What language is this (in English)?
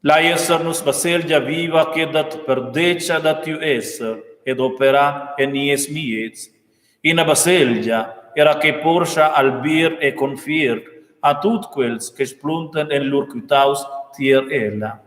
Romansh